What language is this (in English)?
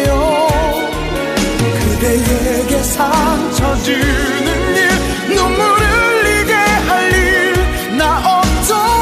Korean